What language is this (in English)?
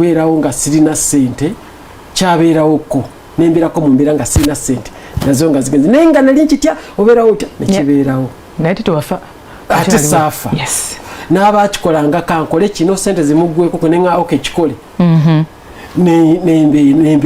Ganda